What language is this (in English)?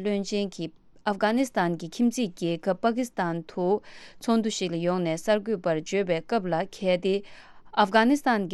Tibetan